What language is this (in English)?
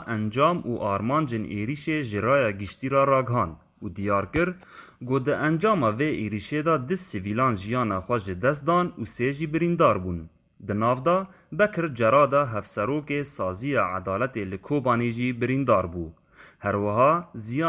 Kurdish